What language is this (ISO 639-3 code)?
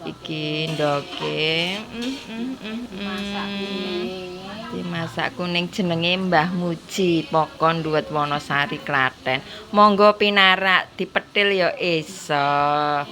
jav